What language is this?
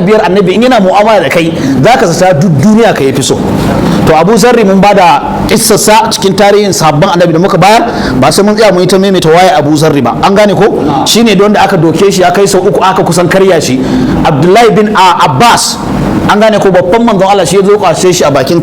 Hausa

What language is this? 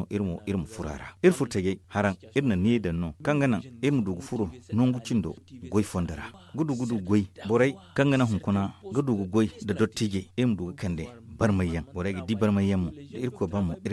Zarma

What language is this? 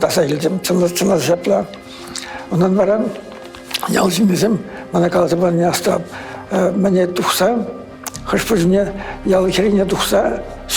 Chuvash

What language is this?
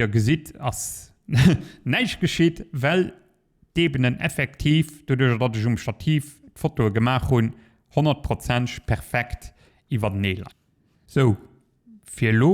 Luxembourgish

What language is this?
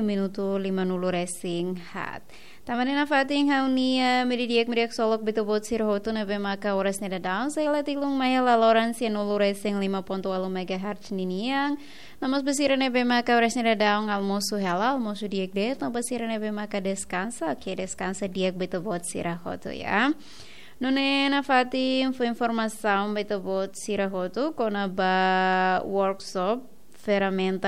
Tetum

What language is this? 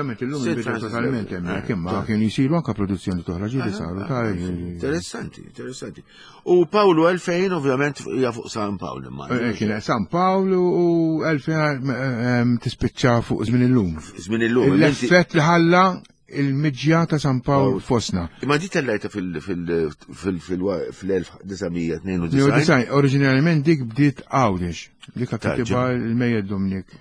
Maltese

